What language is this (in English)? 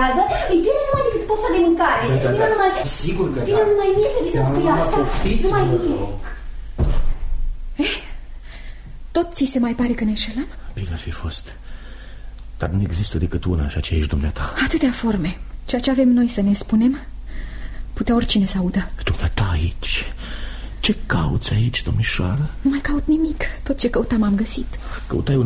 Romanian